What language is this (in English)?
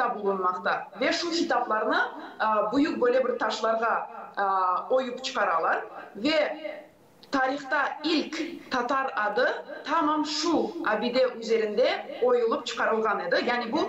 Gagauz